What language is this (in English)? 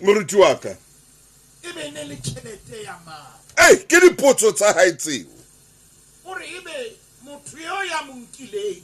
Southern Sotho